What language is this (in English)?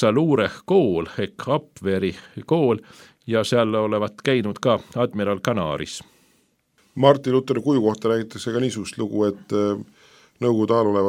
Estonian